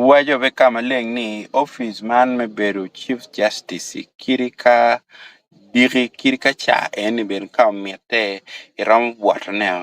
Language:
Acoli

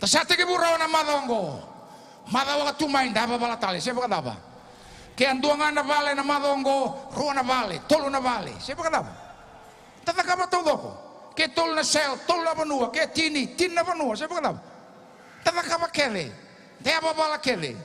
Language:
Fijian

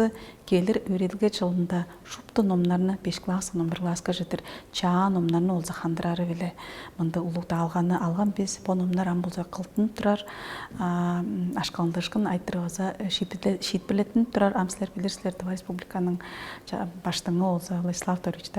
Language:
Tuvinian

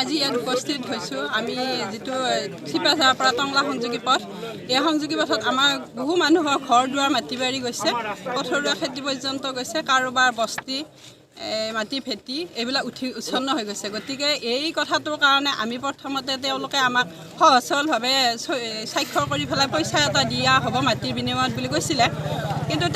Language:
Assamese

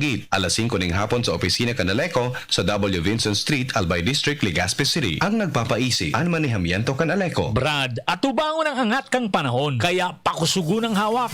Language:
Bikol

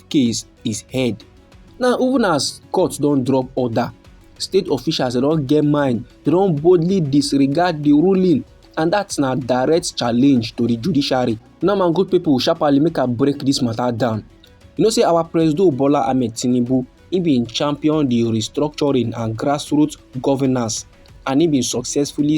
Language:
Nigerian Pidgin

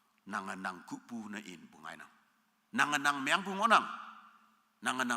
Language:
Konyak Naga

